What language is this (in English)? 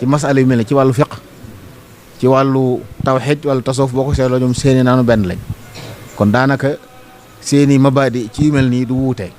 Wolof